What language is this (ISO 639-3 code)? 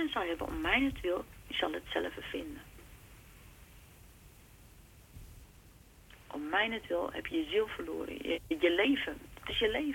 nld